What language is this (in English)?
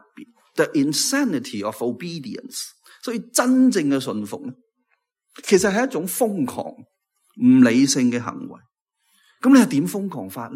Cantonese